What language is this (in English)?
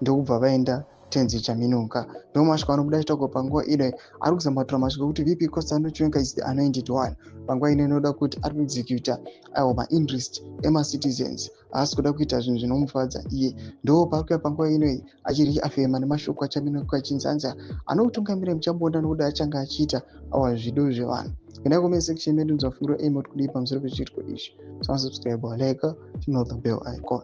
Shona